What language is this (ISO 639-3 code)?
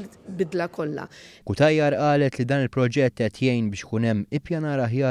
mlt